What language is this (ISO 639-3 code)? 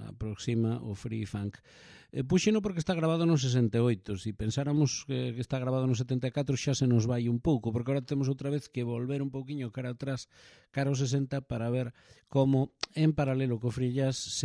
glg